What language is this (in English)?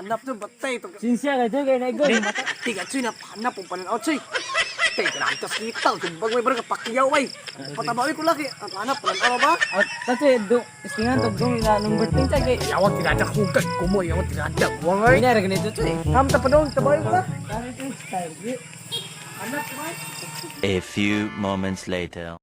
Cebuano